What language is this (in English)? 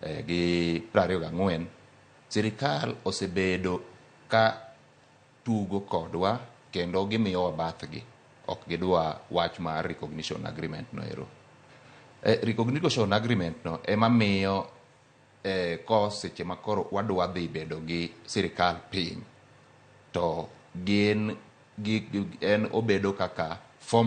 Luo (Kenya and Tanzania)